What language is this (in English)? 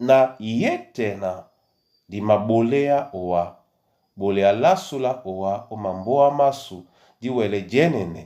Duala